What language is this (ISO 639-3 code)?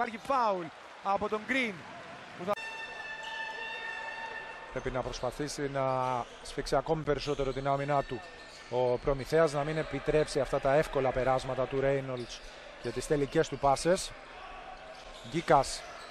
ell